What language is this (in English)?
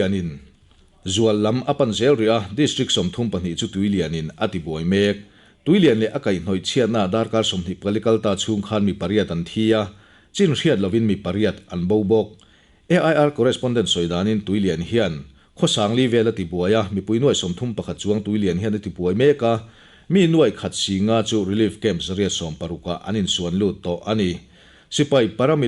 Mizo